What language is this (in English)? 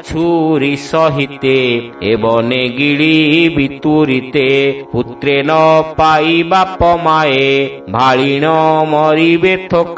Odia